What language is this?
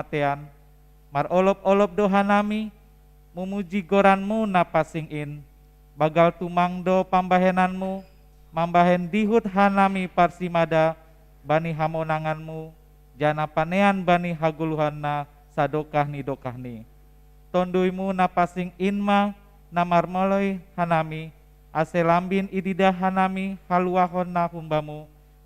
Batak Simalungun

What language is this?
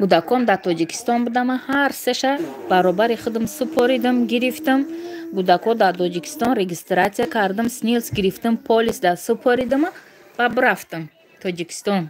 Tajik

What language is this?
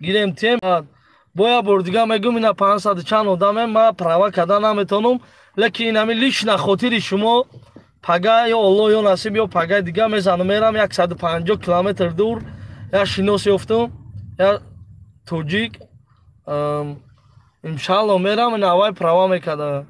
Tajik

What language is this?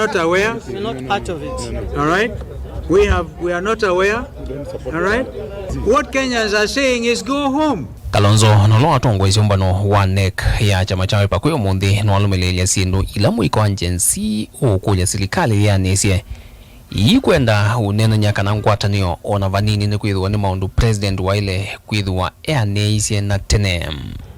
Kamba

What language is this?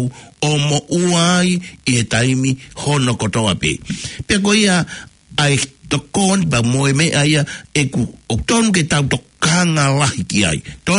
Tongan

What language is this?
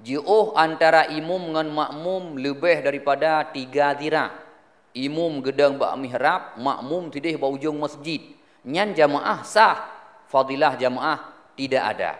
Achinese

